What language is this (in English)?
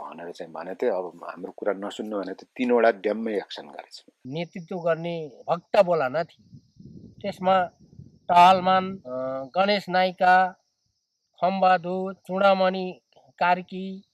Nepali